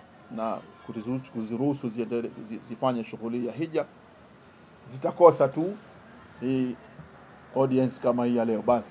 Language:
Swahili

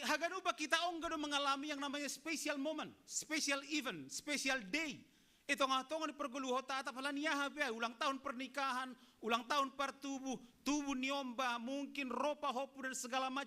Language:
Batak Simalungun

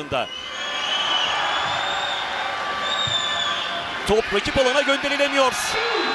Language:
Turkish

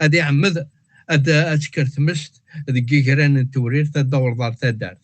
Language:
Kabyle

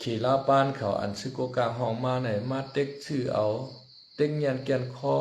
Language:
Shan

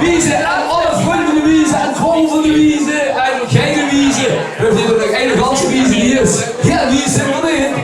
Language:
Limburgish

